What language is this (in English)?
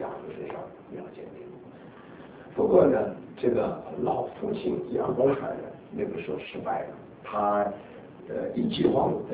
Chinese